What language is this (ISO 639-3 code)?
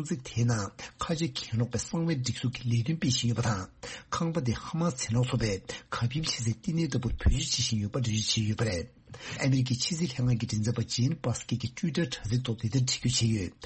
bod